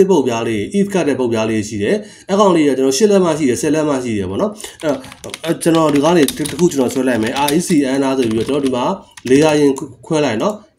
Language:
Burmese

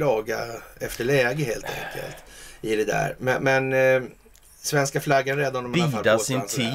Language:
Swedish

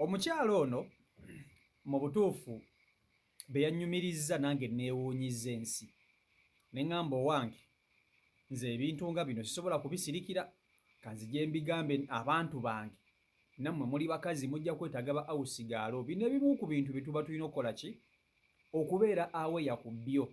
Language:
Ganda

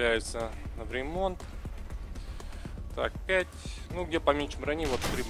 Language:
Russian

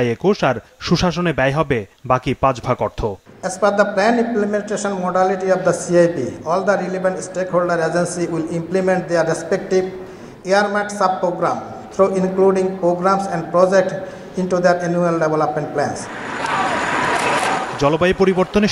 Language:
Bangla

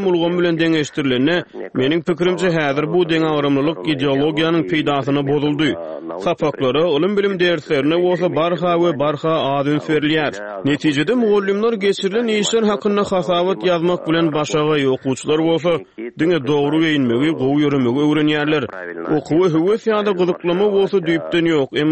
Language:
Turkmen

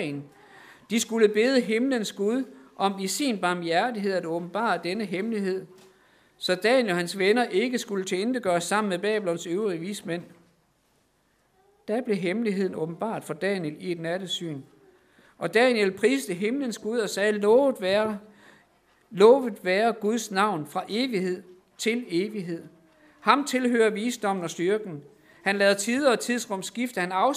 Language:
Danish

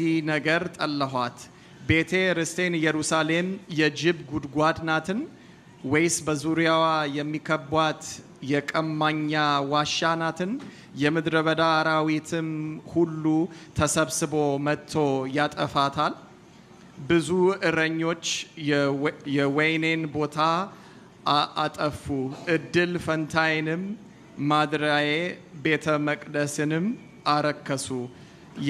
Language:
Amharic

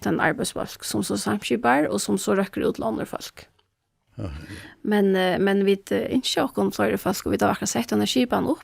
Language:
Faroese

